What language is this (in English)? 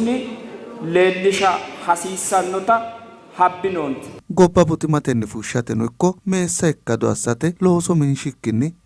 Sidamo